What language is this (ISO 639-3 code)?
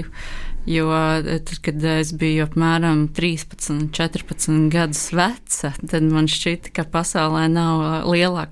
lav